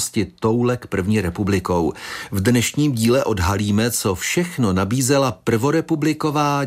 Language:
Czech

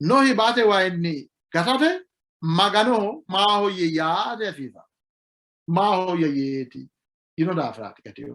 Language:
Sidamo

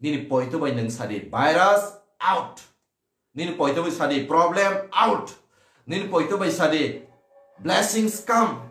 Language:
Kok Borok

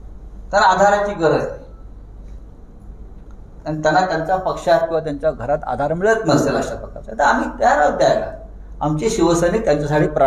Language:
Marathi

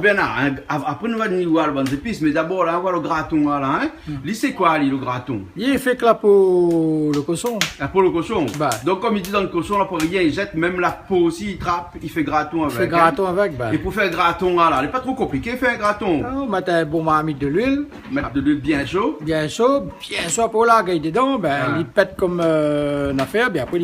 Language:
Réunion Creole French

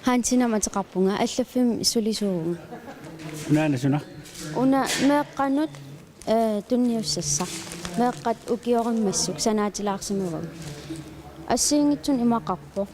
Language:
Kalaallisut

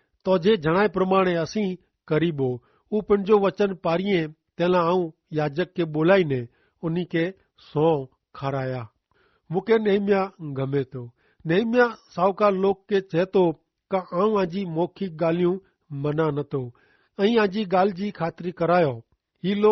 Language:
Kachhi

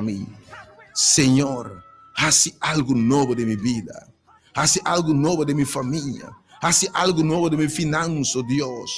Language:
Papiamento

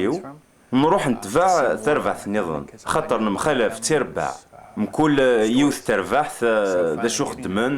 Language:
Kabyle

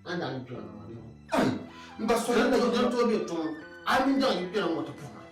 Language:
Dagbani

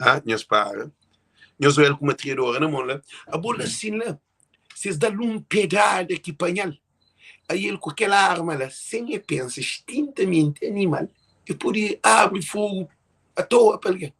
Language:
Kabuverdianu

